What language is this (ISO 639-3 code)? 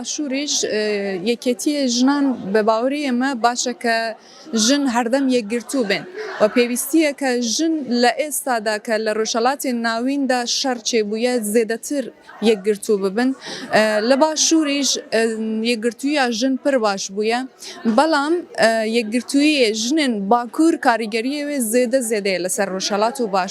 kur